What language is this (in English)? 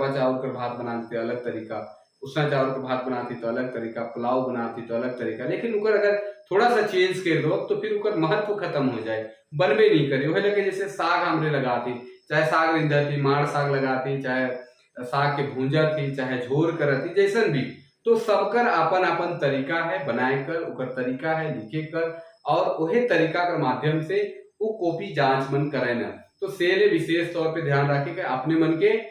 Sadri